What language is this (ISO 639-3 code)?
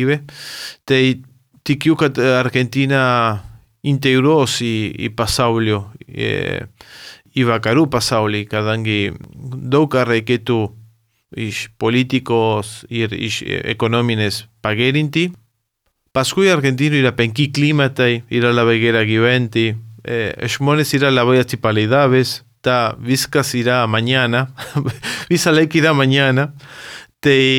lit